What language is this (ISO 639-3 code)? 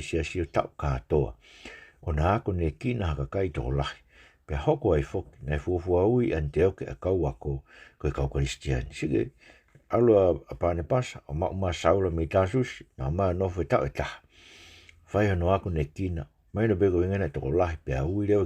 ton